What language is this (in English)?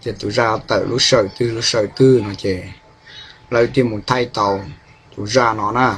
Hmong